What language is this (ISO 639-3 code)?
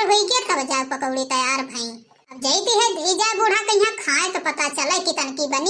awa